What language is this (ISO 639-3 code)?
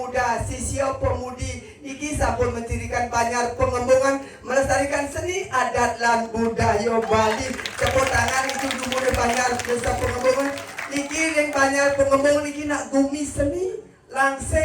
ban